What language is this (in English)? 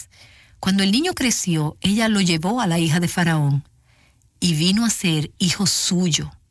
Spanish